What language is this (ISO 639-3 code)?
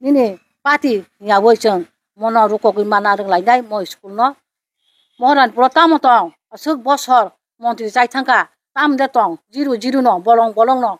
trp